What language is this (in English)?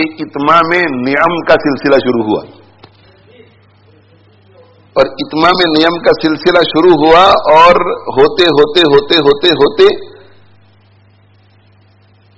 Urdu